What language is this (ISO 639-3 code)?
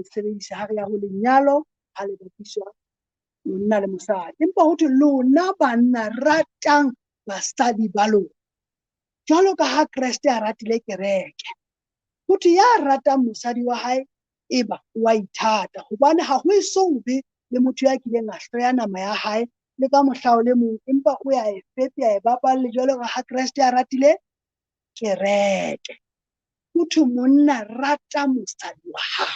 sot